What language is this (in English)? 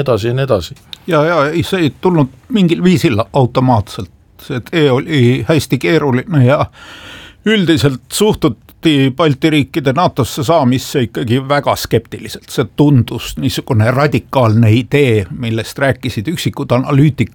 Estonian